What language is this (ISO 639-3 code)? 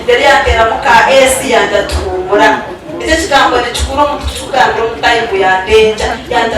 nyn